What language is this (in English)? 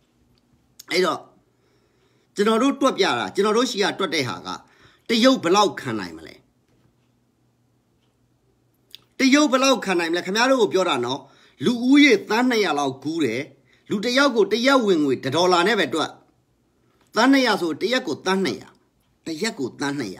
Burmese